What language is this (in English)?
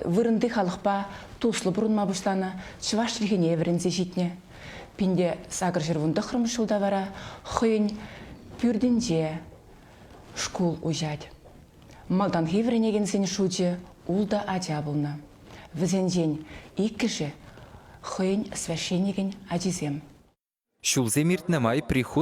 Chuvash